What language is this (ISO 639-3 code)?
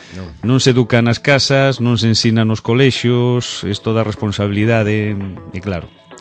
glg